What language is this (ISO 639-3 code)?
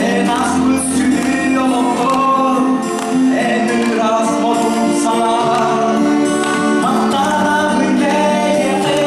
sah